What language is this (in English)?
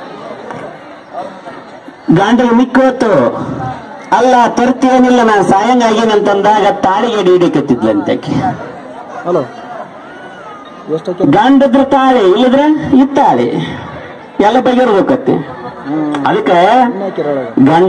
Kannada